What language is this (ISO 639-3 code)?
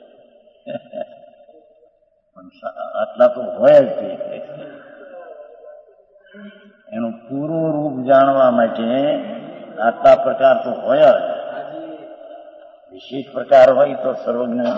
guj